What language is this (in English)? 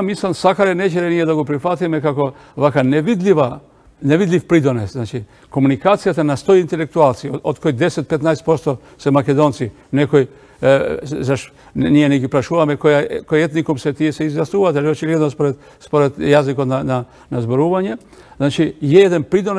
Macedonian